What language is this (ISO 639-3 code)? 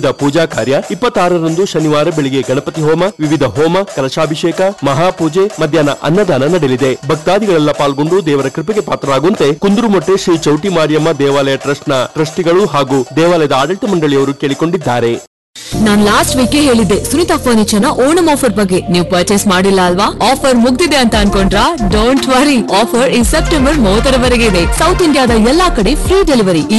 kan